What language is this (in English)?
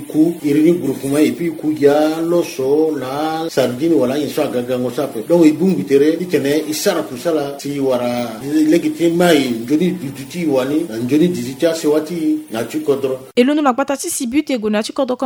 Sango